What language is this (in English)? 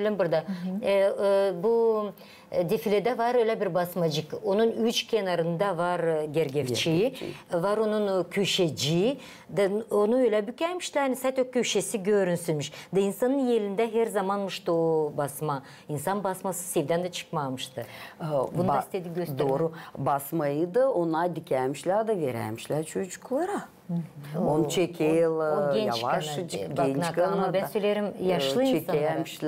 Gagauz